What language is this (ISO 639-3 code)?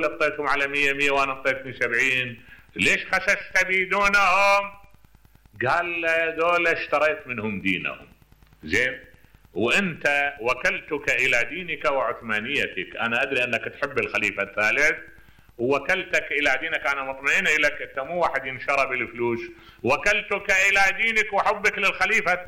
acm